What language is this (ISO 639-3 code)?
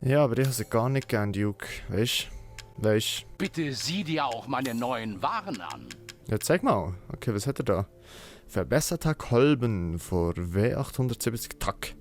gsw